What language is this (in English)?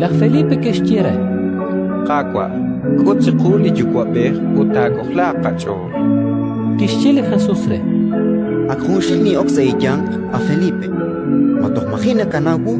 Kekchí